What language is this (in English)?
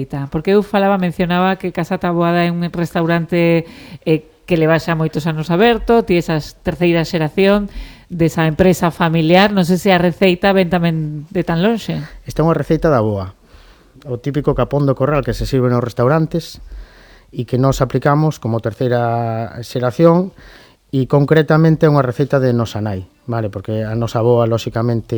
Galician